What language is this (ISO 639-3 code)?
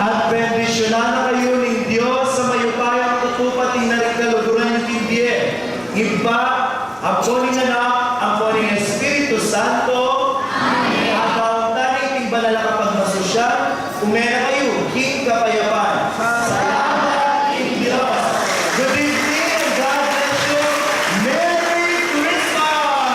pam